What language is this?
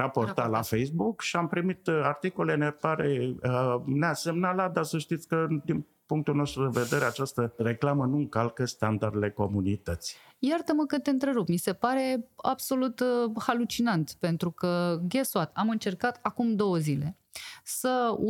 Romanian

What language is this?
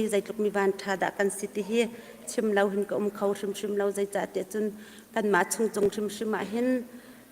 Hakha Chin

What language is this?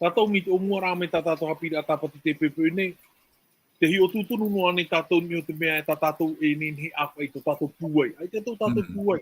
Tahitian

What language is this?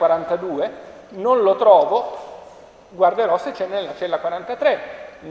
Italian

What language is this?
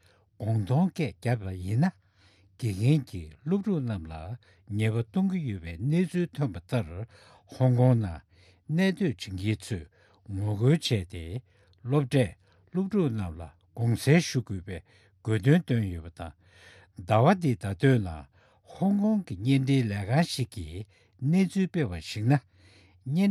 Tibetan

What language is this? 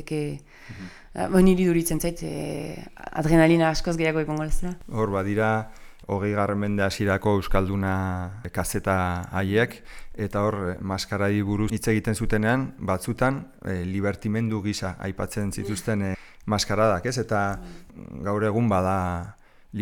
Basque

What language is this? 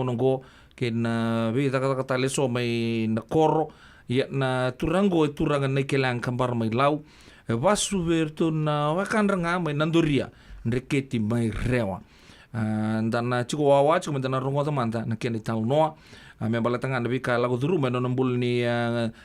Fijian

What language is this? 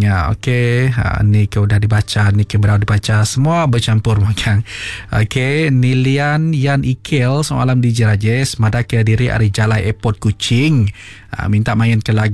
Iban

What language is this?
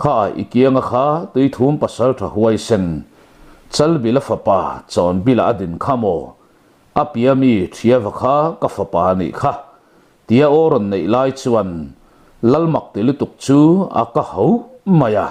Mizo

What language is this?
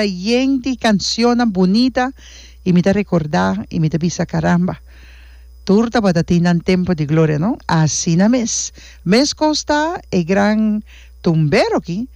Papiamento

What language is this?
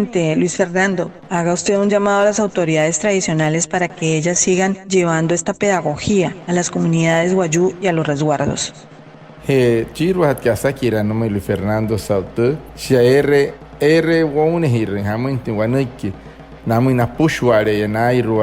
Wayuu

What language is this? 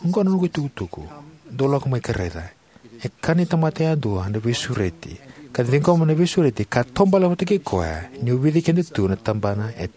Fijian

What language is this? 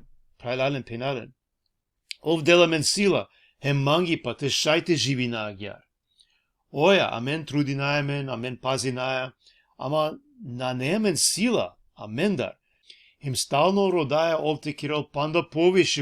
Balkan Romani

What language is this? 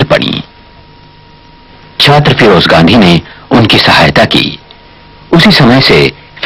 Hindi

